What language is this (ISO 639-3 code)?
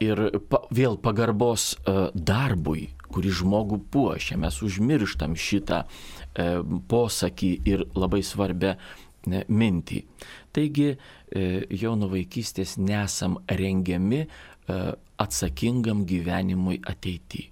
lit